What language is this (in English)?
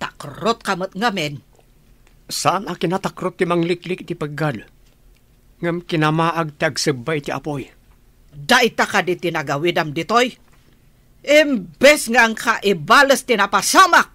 Iloko